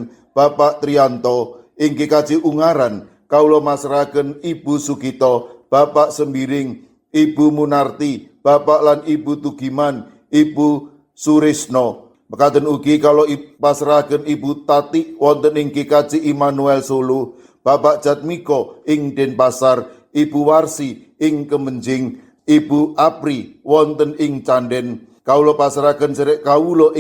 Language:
Javanese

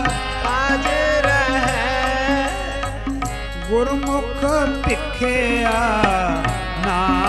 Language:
Punjabi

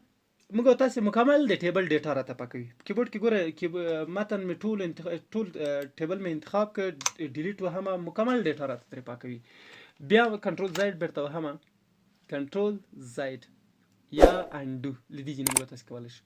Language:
Pashto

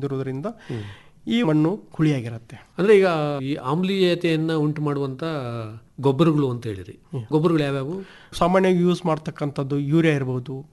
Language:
Kannada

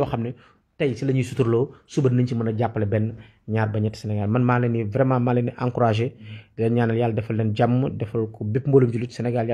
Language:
Wolof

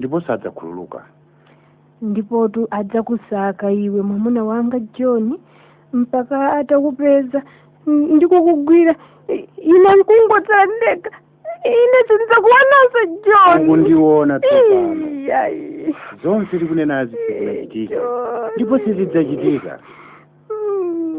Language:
Nyanja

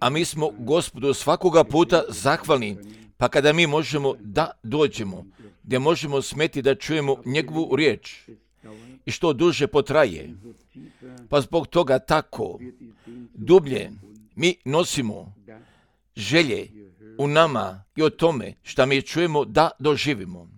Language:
Croatian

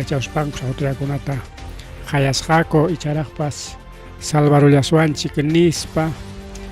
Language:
Ayacucho Quechua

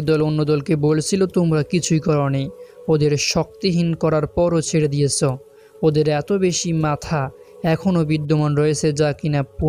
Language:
Bangla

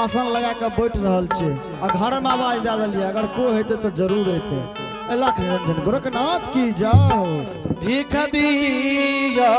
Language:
Angika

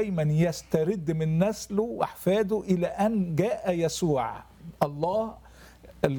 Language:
Egyptian Arabic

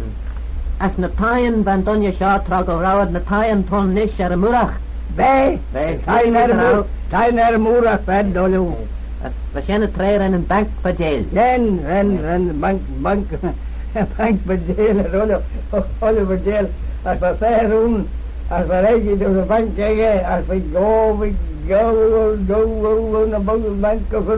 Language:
Manx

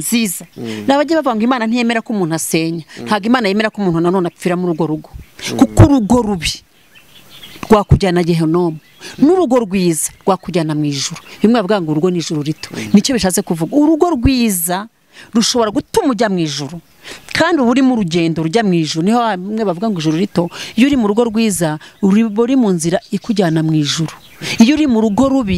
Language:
Kinyarwanda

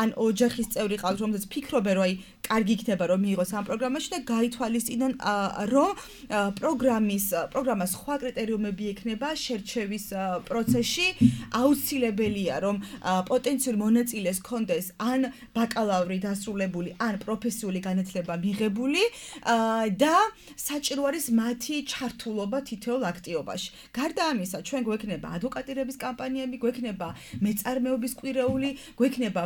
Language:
Georgian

